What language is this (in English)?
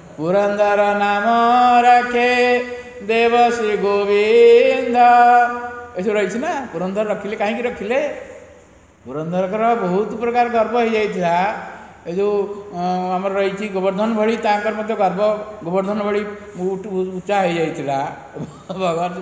Odia